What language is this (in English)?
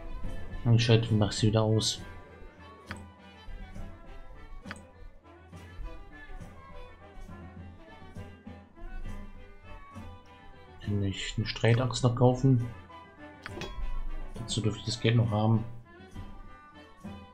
German